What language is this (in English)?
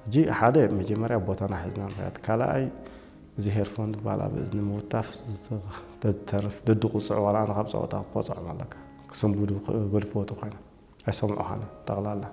Tigrinya